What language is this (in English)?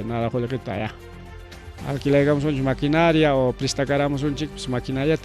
Ayacucho Quechua